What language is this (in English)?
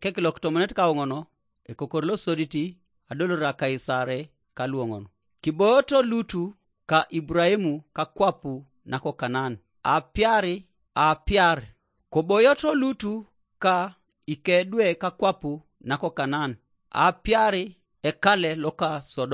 Teso